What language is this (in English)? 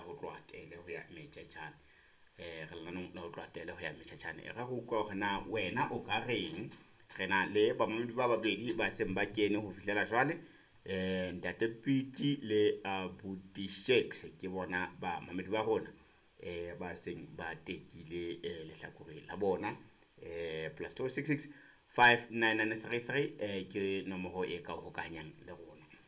Southern Sotho